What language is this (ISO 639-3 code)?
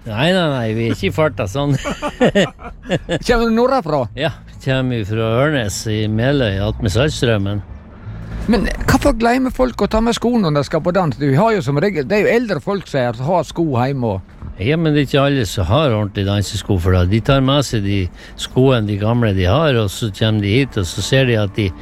nor